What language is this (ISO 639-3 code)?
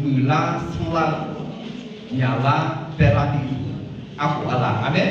ahk